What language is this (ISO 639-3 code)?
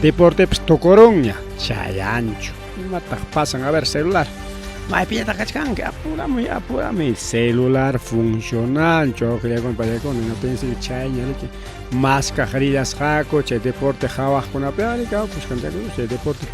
quy